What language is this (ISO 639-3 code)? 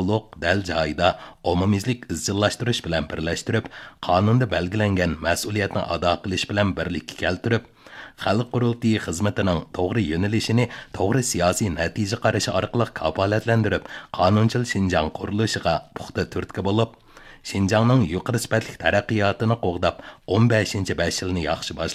uig